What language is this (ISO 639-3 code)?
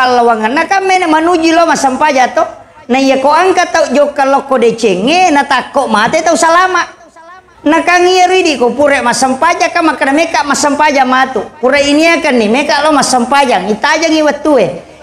bug